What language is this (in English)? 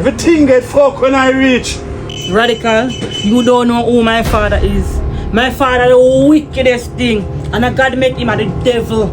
Jamaican Creole English